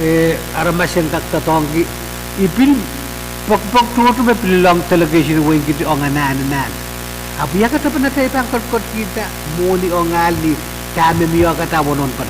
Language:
Pohnpeian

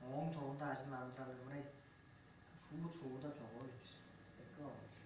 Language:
Tuvinian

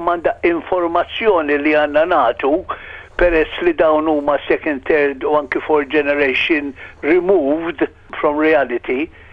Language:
Maltese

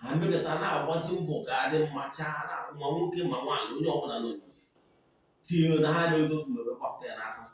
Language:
Igbo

